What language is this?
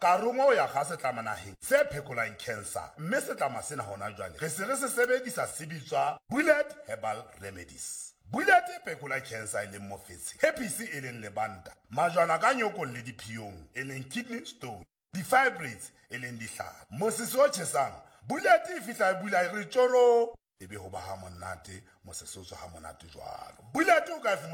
Southern Sotho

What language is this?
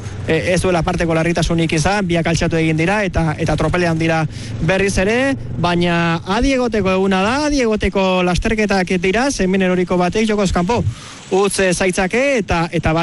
Basque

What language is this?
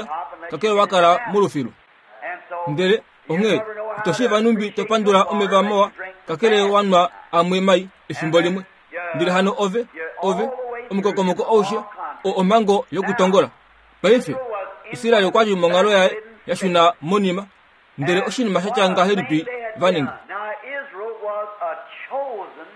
Kuanyama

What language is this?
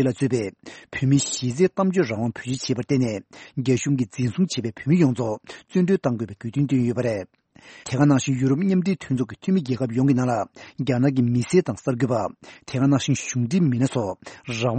Tibetan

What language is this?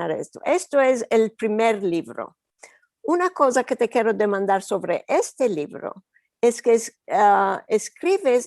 Ladino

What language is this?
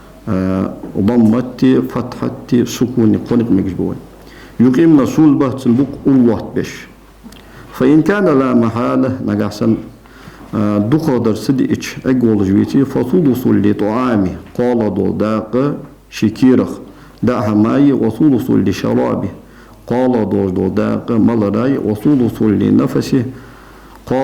Ingush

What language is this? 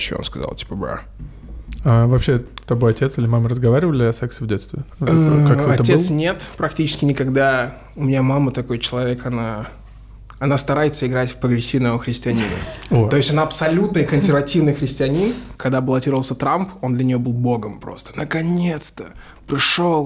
Russian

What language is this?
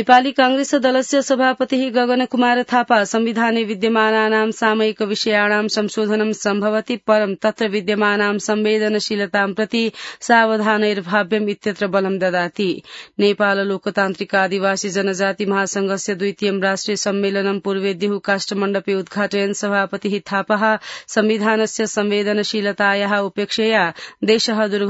Sanskrit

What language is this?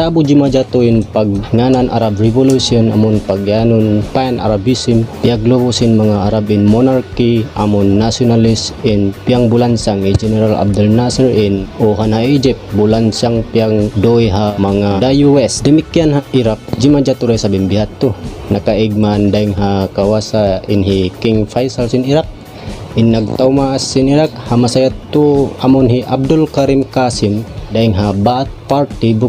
Tausug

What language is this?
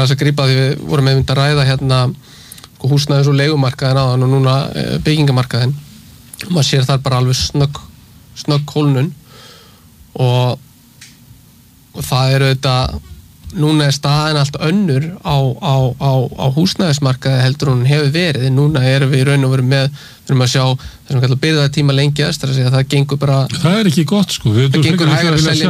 Icelandic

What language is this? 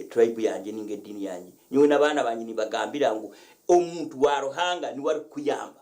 Nyankole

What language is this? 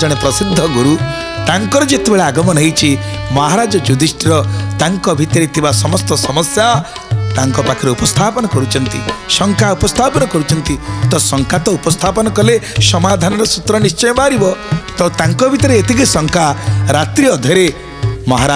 Odia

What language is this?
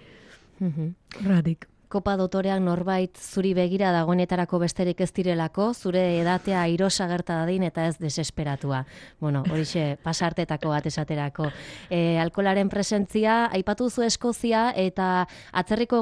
Basque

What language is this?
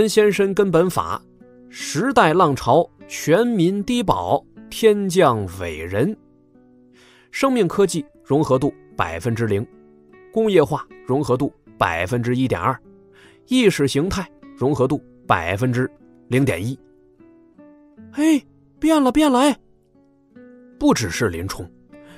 Chinese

